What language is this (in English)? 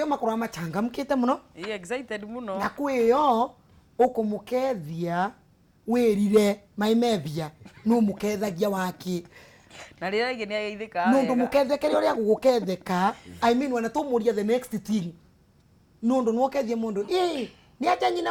Kikuyu